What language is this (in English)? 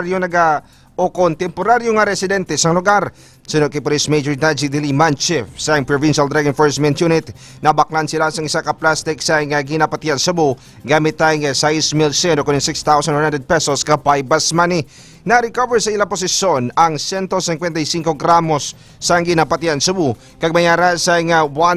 Hiligaynon